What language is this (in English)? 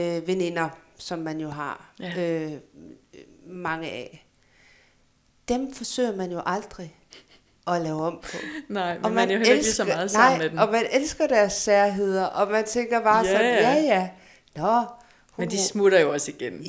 Danish